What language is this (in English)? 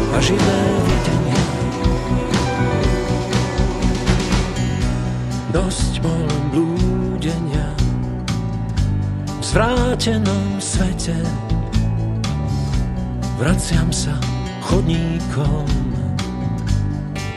Slovak